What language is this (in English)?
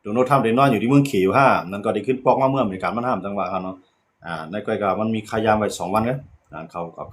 Shan